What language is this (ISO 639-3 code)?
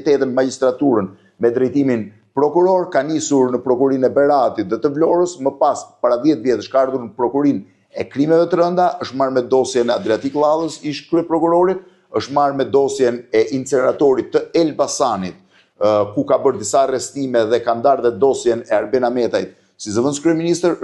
sqi